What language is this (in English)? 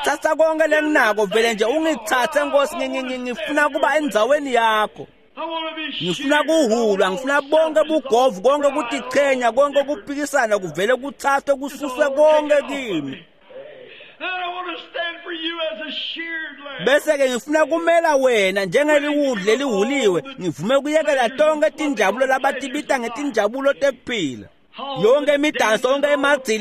Swati